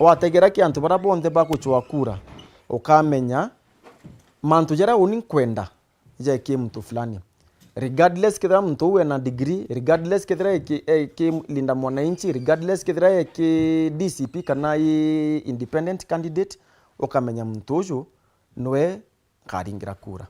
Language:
Meru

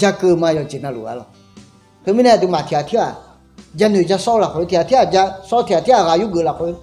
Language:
Akha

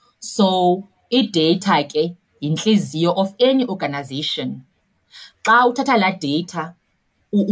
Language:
Xhosa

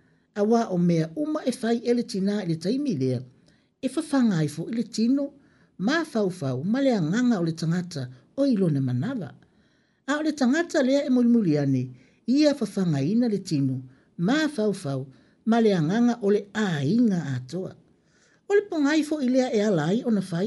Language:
Samoan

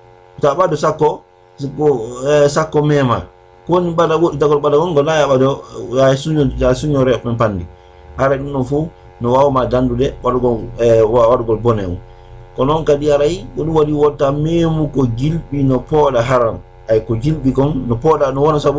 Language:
Fula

